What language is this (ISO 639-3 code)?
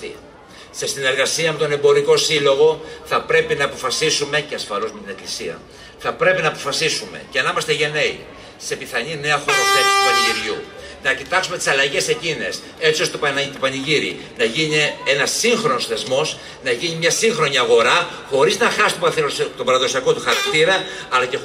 ell